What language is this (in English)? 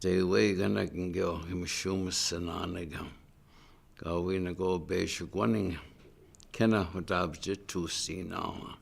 Chippewa